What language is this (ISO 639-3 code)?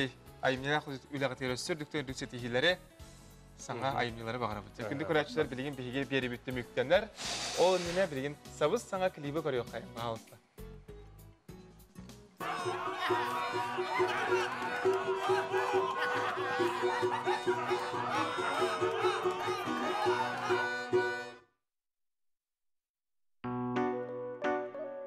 sah